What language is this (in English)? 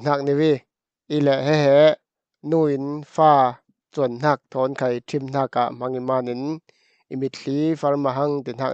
Falam Chin